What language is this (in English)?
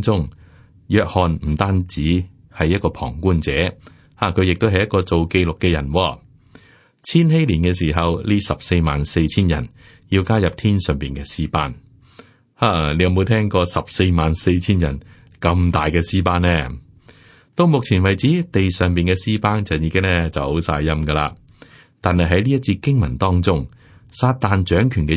Cantonese